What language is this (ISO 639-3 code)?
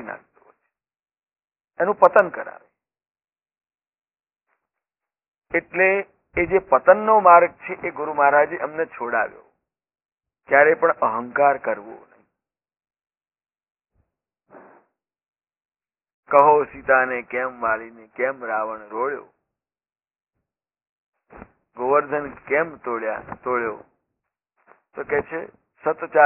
guj